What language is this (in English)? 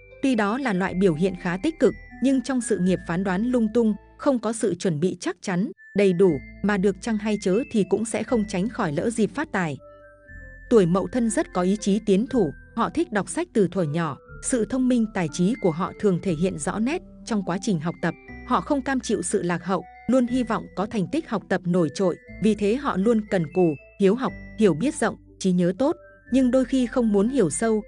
Vietnamese